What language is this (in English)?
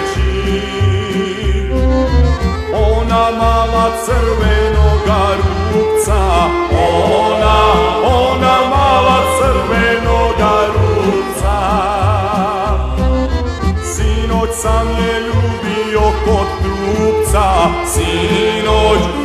Serbian